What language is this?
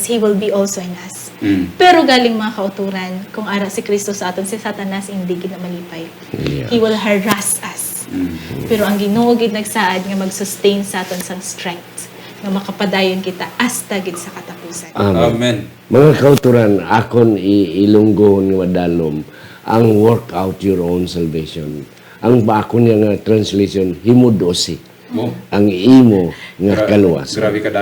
Hiligaynon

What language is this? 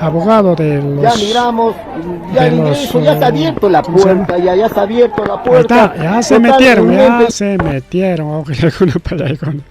Ayacucho Quechua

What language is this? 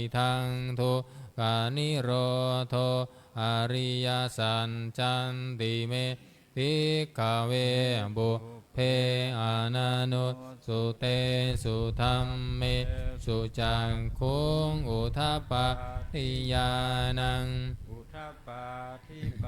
Pali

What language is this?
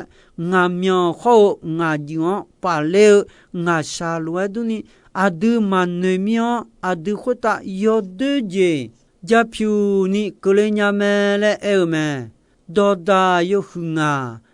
Akha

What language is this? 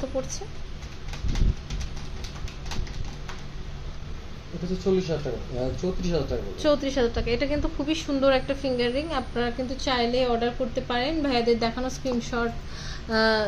Bangla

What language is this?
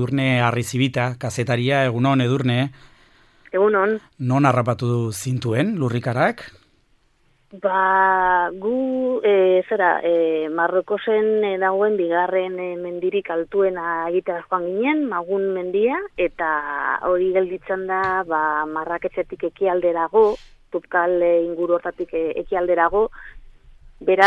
Basque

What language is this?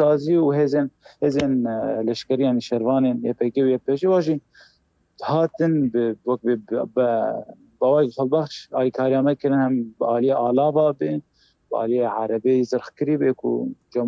Kurdish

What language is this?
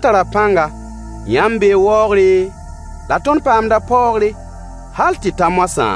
Mossi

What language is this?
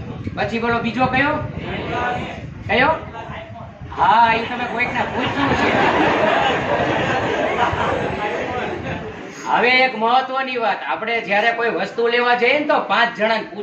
Gujarati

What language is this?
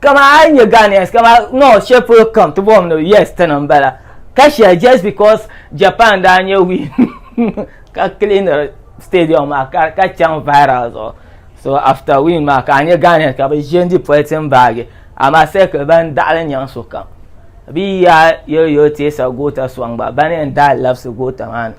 Dagbani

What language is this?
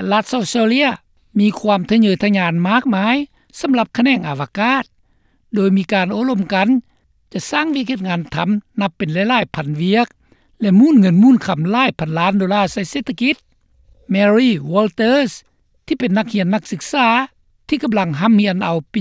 Lao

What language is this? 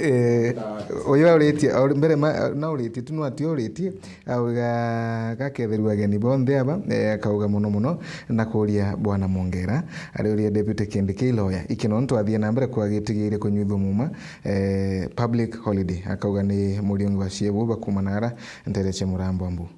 Meru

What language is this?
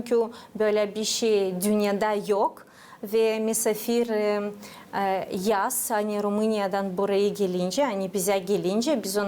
Gagauz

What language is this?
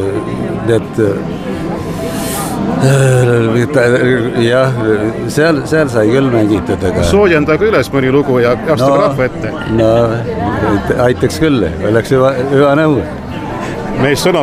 Estonian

